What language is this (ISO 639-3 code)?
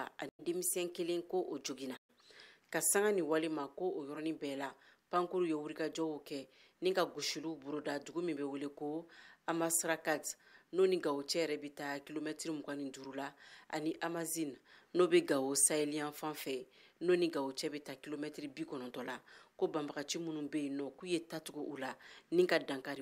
bam